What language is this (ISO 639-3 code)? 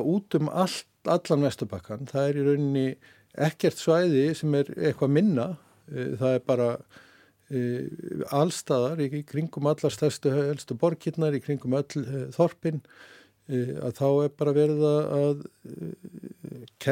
isl